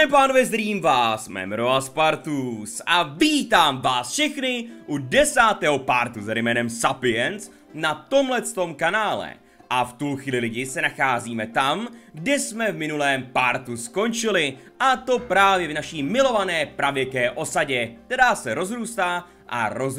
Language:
Czech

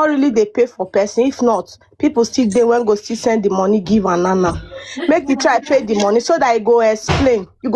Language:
Nigerian Pidgin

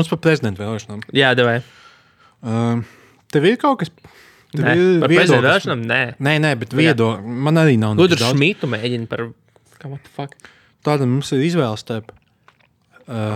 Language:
Latvian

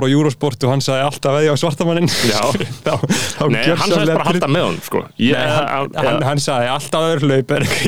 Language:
Icelandic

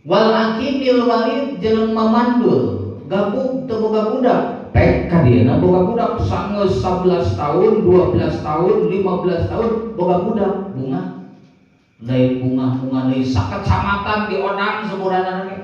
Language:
Sundanese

